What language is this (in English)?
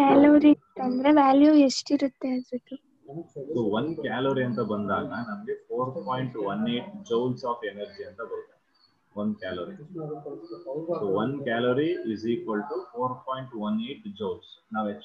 Kannada